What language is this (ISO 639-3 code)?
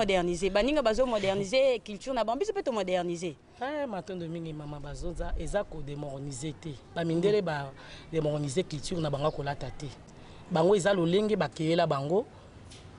lin